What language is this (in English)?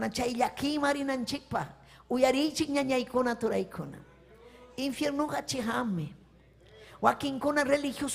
Ayacucho Quechua